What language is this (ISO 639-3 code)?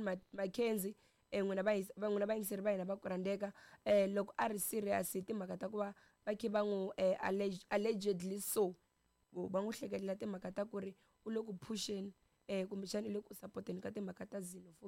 tso